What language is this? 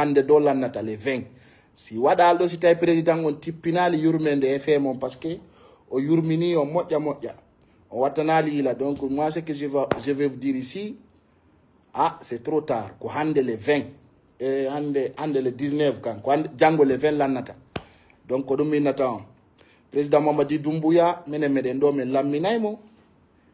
Fula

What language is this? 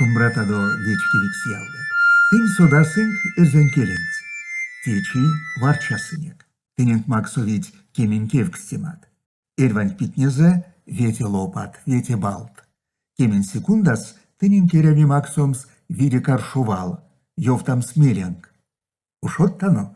Erzya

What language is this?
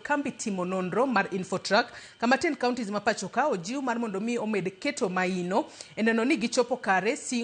Luo (Kenya and Tanzania)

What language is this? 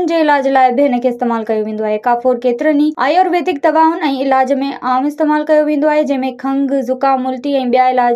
Sindhi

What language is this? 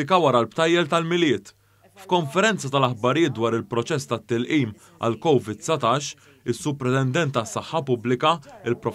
Maltese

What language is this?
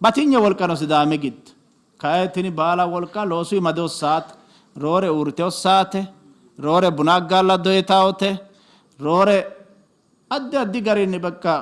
Sidamo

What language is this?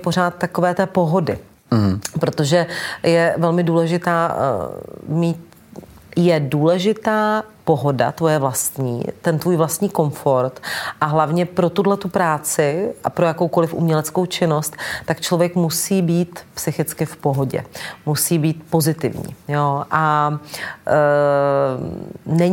Czech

